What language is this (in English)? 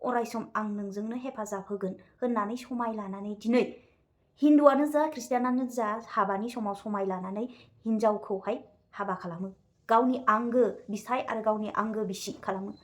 Bodo